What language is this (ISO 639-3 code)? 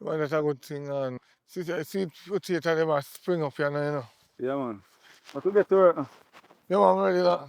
jam